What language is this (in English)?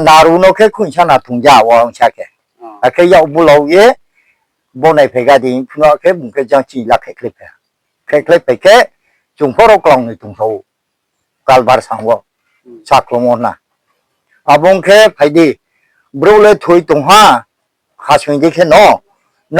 Riang (India)